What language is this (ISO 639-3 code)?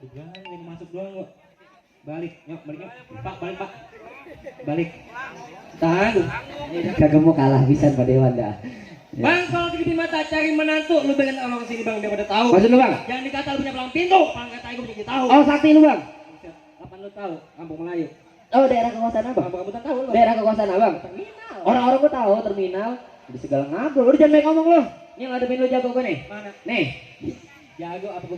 bew